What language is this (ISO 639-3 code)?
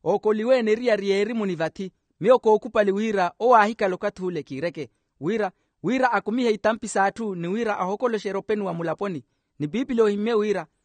vmw